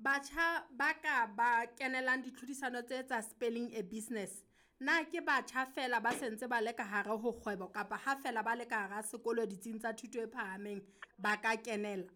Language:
Southern Sotho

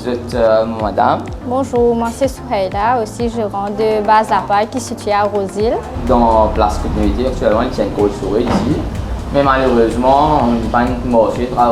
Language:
Morisyen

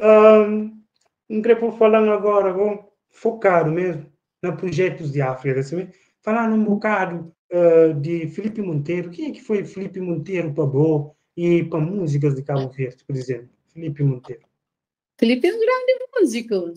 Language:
Kabuverdianu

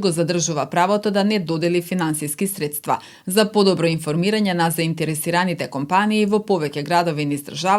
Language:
Macedonian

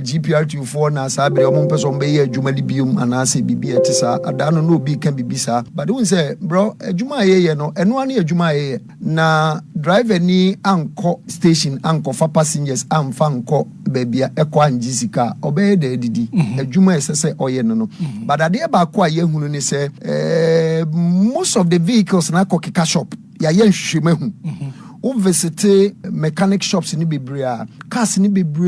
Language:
Akan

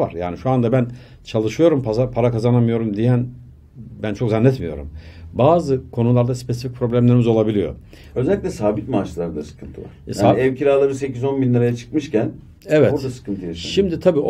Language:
Turkish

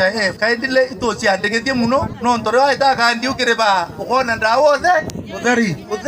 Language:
Meru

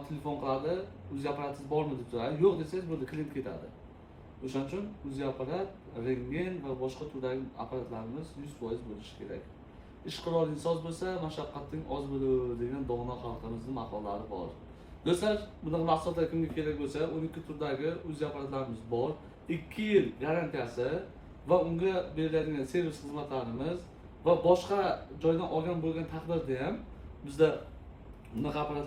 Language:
Uzbek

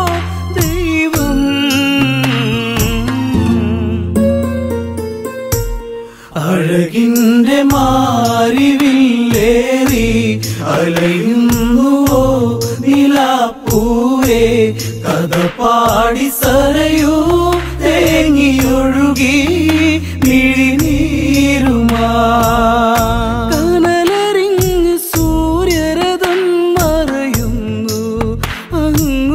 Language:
Malayalam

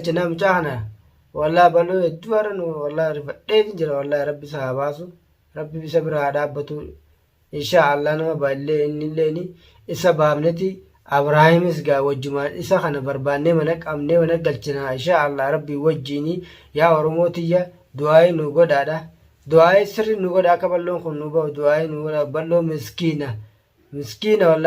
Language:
Oromo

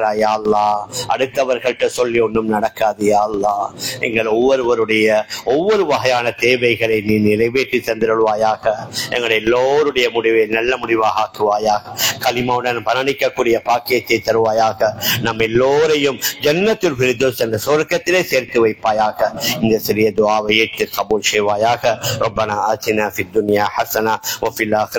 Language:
Tamil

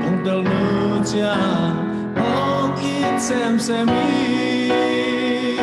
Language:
Tedim Chin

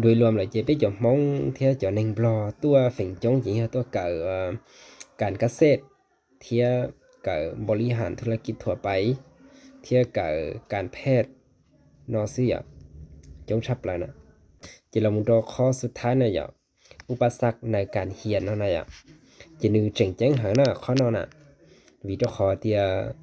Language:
Hmong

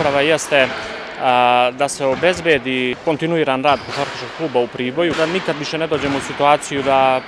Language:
Serbian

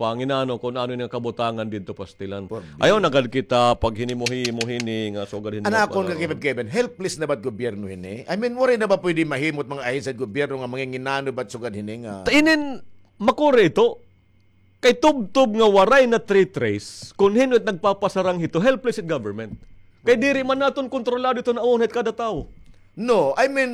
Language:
Waray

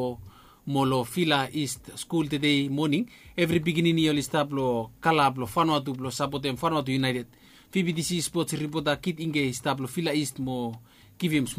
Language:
Bislama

